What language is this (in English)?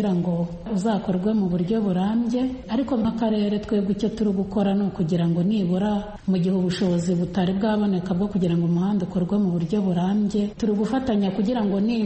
Kinyarwanda